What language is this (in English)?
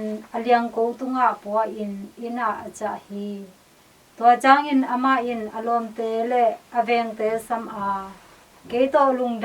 Tedim Chin